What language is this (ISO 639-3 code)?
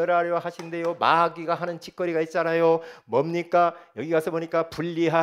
kor